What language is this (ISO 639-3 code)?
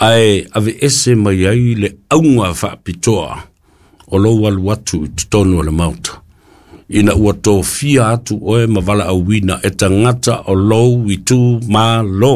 smo